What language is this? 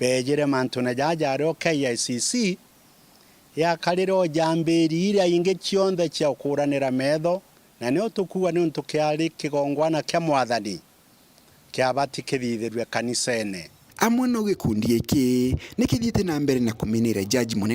Meru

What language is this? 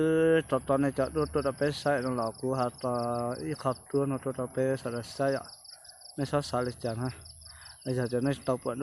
Hmong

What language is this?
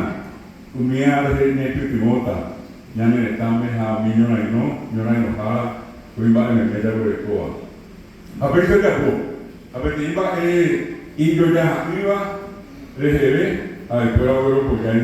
Guarani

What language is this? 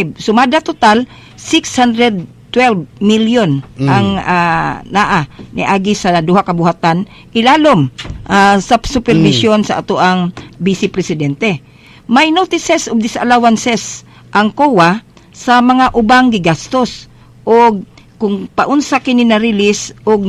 Cebuano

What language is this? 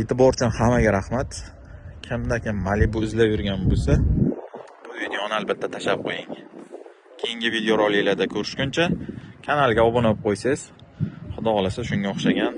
Uzbek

